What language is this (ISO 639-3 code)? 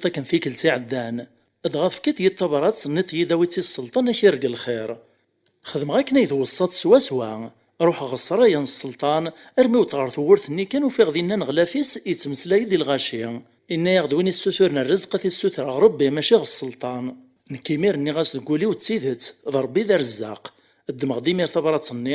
kab